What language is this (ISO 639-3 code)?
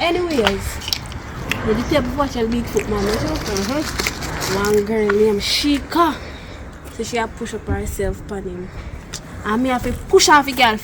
jam